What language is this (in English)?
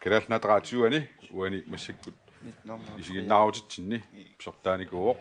Kalaallisut